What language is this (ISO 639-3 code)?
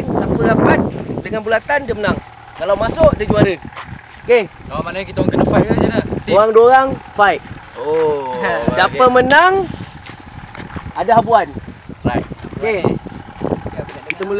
msa